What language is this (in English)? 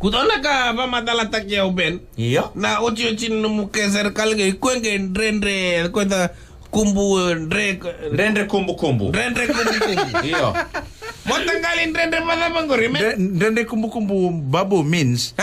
Fijian